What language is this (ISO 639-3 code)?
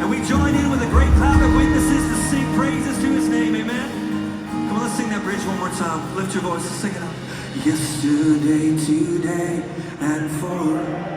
cmo